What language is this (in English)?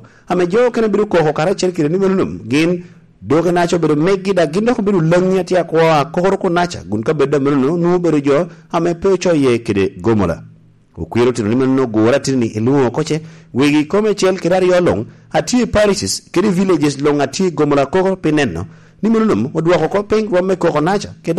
Lango (Uganda)